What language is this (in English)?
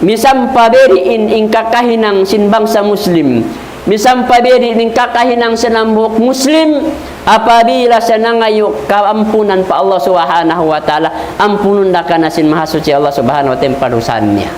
Tausug